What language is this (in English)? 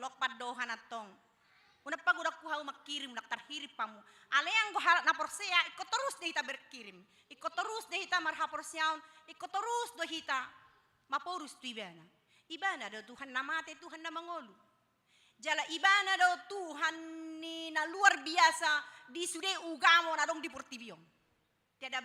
Batak Toba